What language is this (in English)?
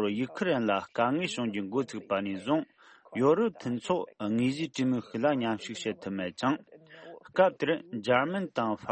Tibetan